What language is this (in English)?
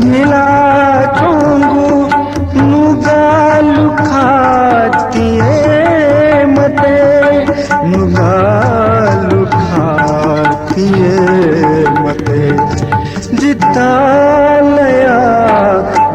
Newari